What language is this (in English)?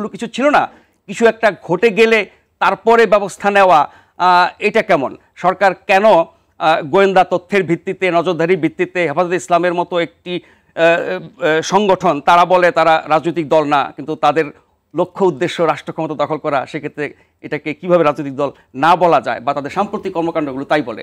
Bangla